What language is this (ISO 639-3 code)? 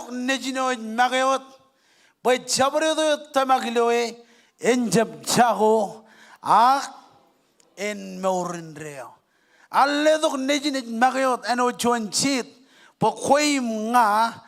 mah